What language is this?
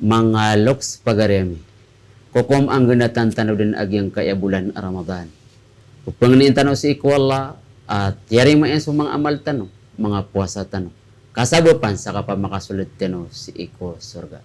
Maranao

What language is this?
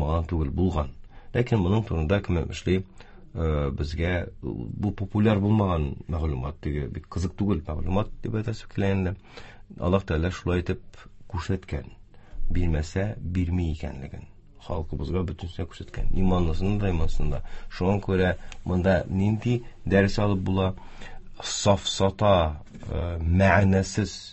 Tatar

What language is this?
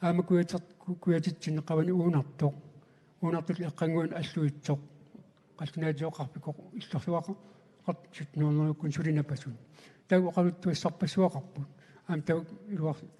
Kalaallisut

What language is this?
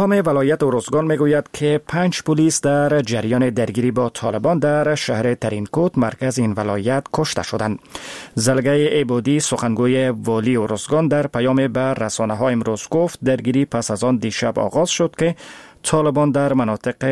Persian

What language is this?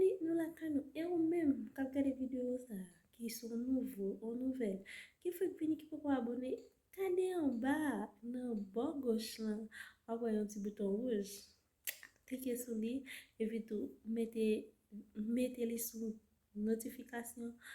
Haitian Creole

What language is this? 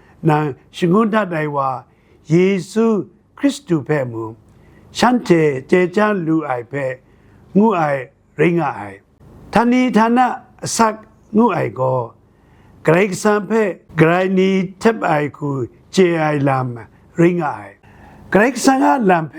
Kachin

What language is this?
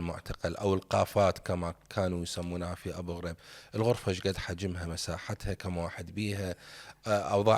Mesopotamian Arabic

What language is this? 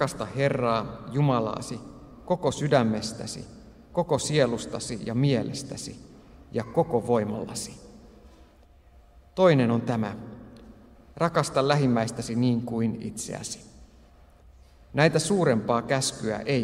Finnish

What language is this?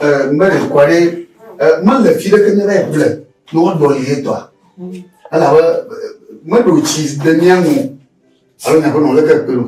Ewe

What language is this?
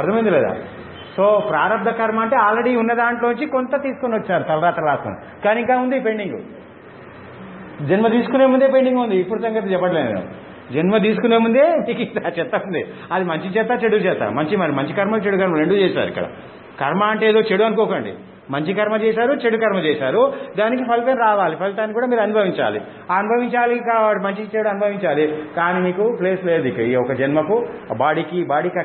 Telugu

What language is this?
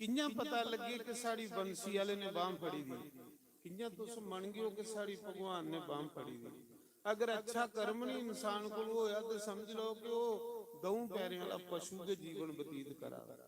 Dogri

